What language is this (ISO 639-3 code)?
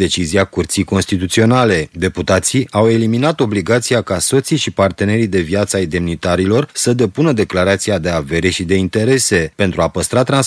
ron